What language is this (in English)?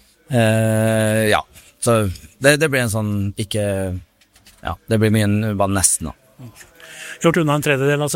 Norwegian